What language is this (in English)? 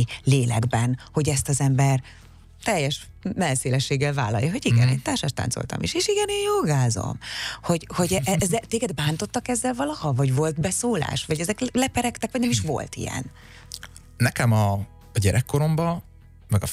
Hungarian